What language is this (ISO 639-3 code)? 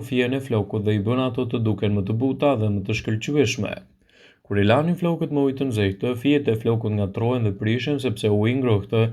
sqi